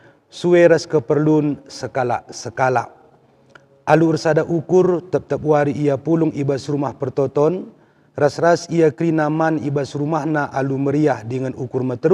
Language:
Batak Karo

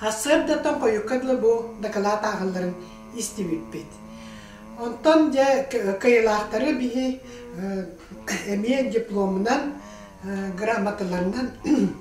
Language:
Yakut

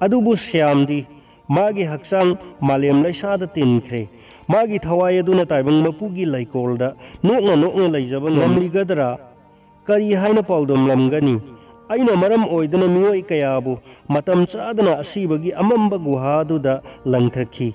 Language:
Manipuri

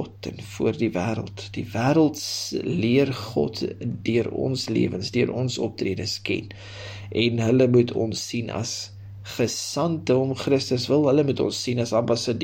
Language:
Afrikaans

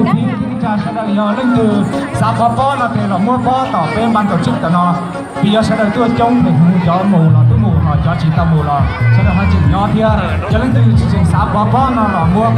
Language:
Hmong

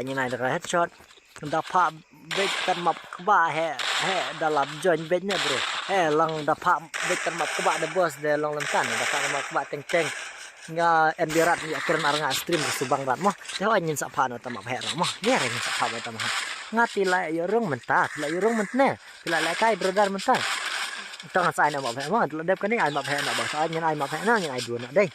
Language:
Khasi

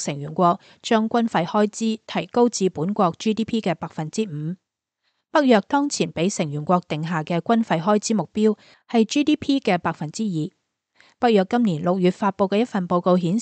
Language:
Cantonese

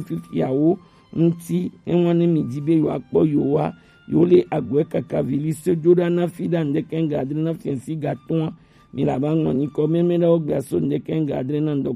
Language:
Gen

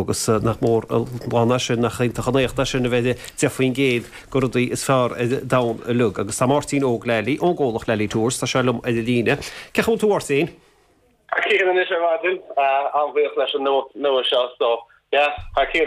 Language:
Irish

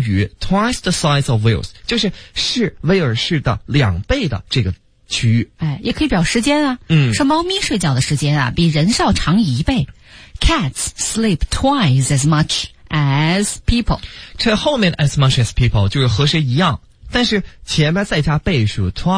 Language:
Chinese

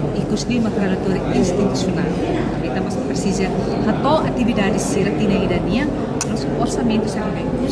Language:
Tetum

